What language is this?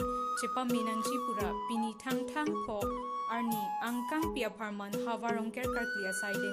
Karbi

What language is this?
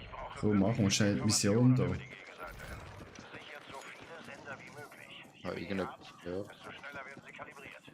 Swiss German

